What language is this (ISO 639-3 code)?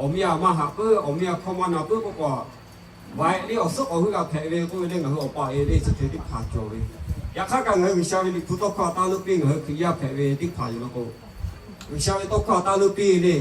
lhu